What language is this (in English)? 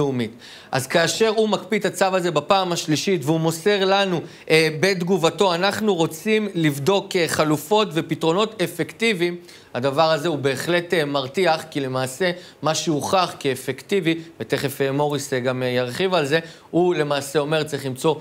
Hebrew